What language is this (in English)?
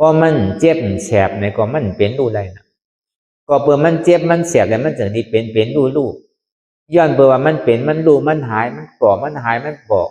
Shan